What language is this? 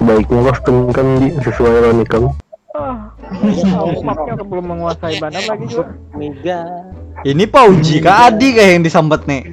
Banjar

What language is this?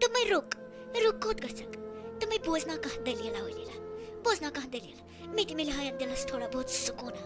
Kashmiri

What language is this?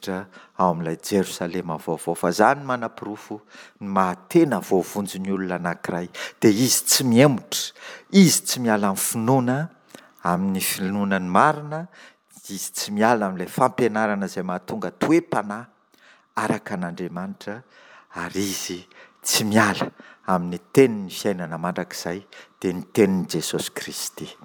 Malagasy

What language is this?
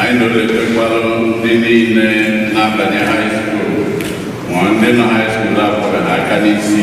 Igbo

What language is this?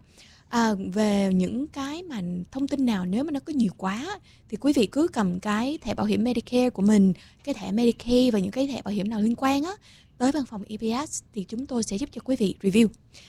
Vietnamese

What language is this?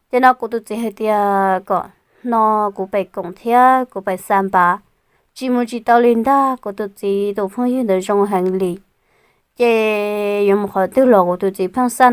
Hmong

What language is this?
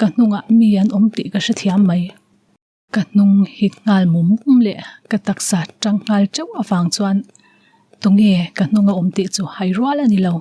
Mizo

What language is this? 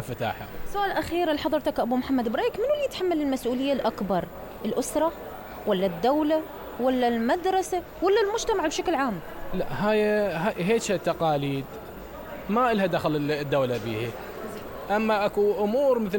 Mesopotamian Arabic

